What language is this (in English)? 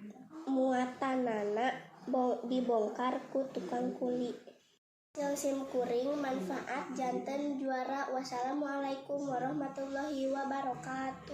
Sundanese